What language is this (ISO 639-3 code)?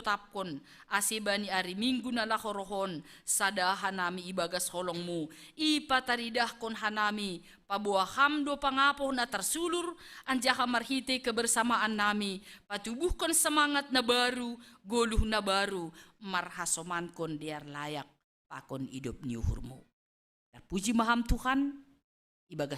bts